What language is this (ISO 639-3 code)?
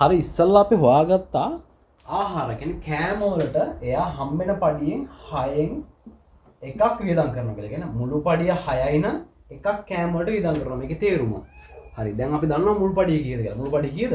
sin